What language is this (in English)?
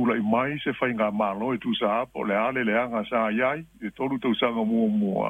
Samoan